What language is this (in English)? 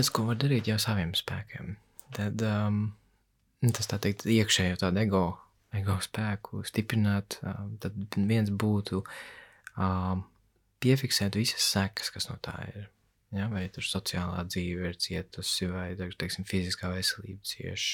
Latvian